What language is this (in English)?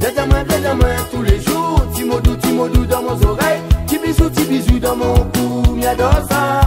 Réunion Creole French